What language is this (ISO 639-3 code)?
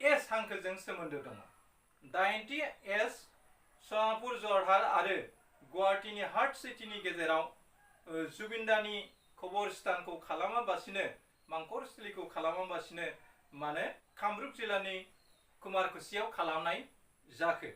brx